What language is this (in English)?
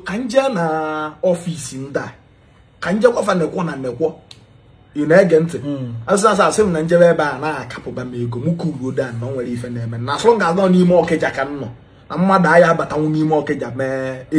Igbo